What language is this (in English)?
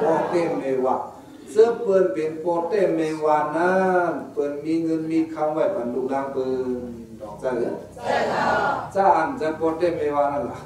Shan